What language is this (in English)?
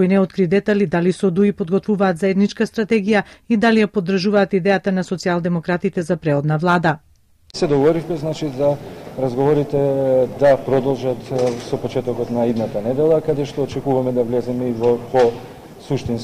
Macedonian